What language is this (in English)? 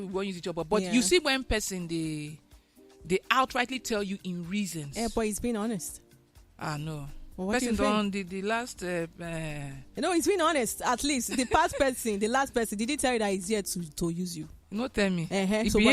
Nigerian Pidgin